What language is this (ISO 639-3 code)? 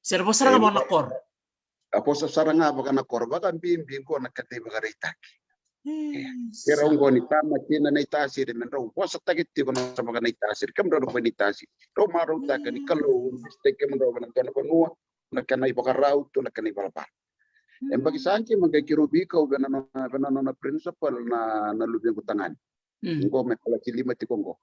fij